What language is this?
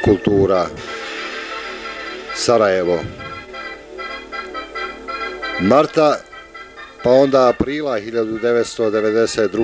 Bosnian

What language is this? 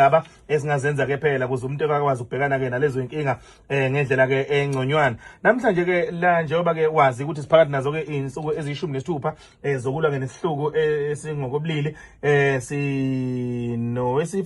Zulu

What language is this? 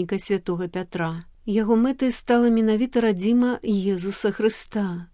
Belarusian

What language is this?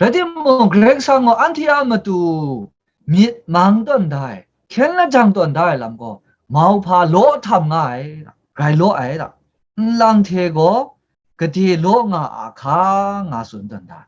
Kachin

